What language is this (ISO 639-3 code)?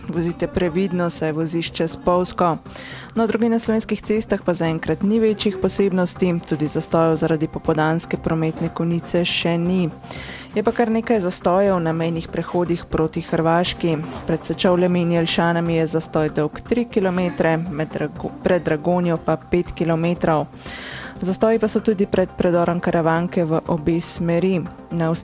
slv